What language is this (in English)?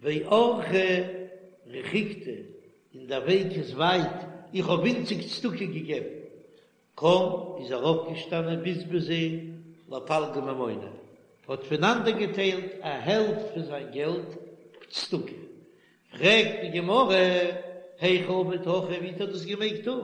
Yiddish